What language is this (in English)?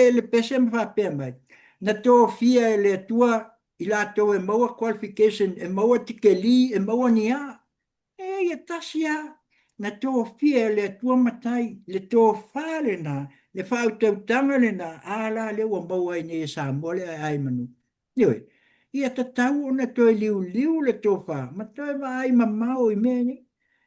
Samoan